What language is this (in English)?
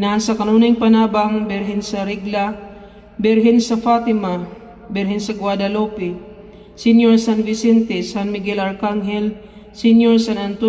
Cebuano